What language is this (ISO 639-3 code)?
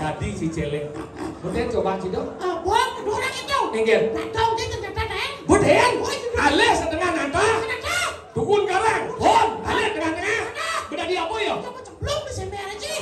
ban